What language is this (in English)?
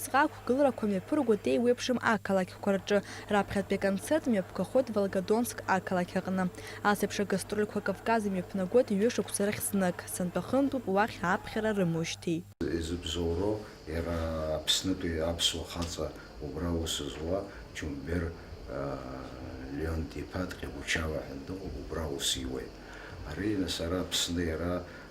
Abkhazian